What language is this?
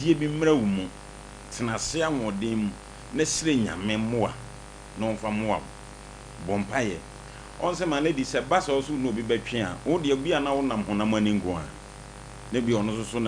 Akan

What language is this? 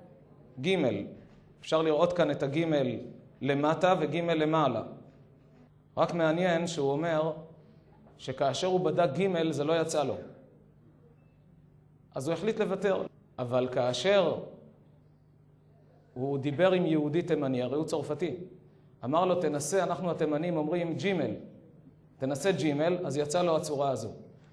Hebrew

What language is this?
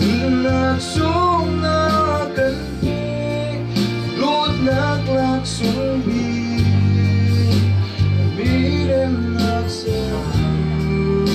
Hakha Chin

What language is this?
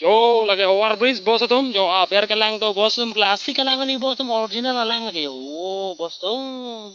Karbi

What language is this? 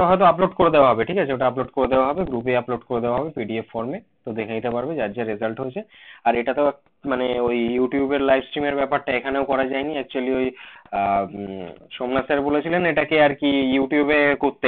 Bangla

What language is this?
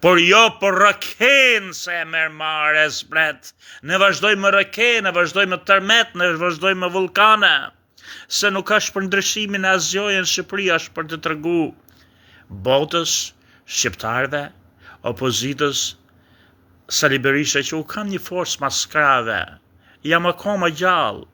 Albanian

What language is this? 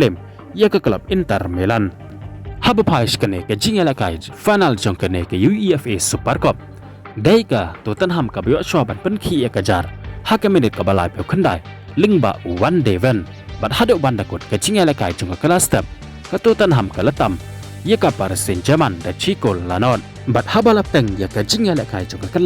Khasi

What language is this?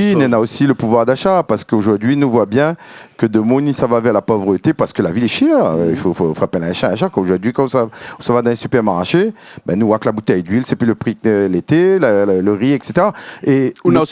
Réunion Creole French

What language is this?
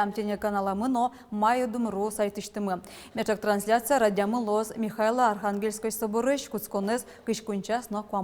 Udmurt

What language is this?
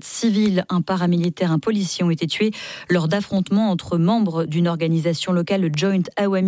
French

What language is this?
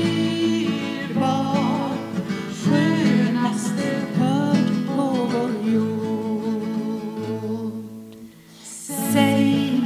Swedish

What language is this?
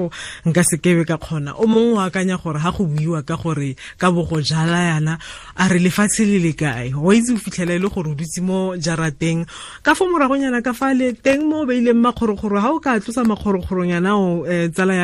Tswana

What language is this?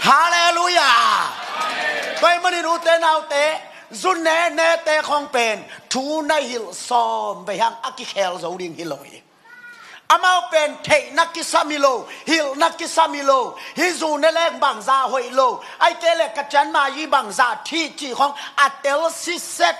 Tedim Chin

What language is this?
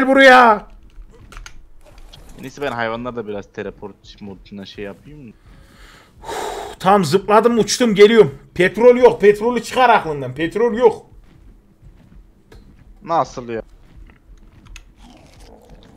Turkish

